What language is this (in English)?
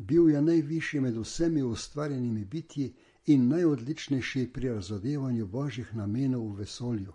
Slovenian